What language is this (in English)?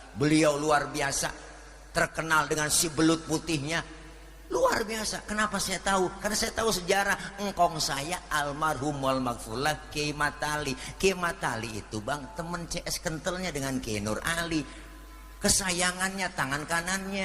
Betawi